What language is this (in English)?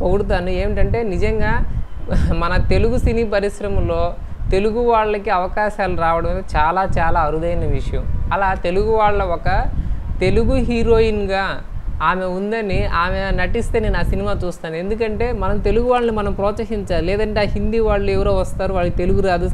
Telugu